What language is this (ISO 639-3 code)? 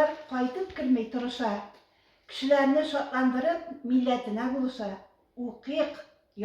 tat